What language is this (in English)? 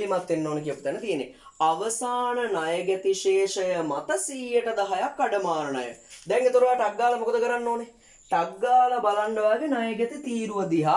Sinhala